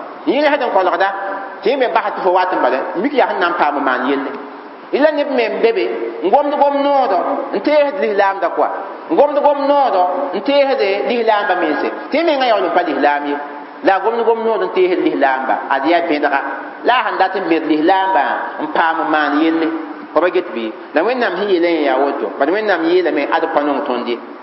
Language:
Mossi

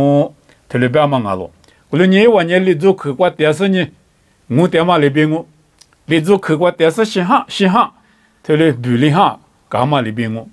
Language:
Lisu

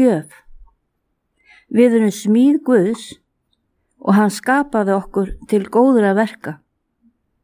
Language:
Icelandic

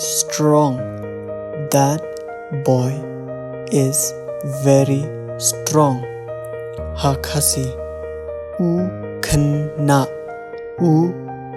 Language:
Khasi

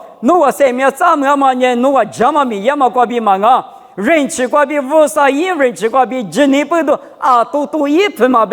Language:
Lisu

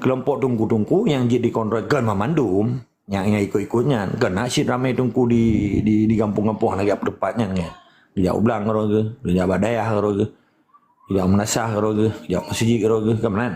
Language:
Achinese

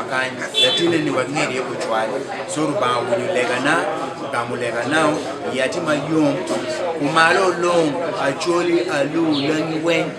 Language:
Acoli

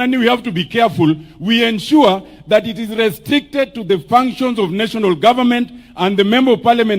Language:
Luo (Kenya and Tanzania)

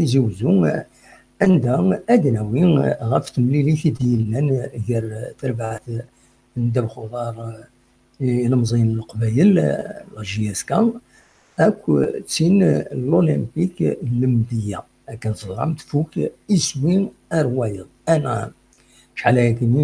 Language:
Kabyle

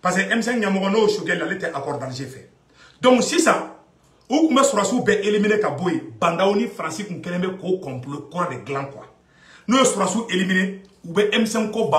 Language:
Bambara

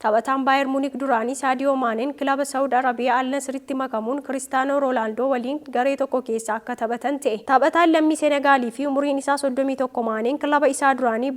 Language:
Oromo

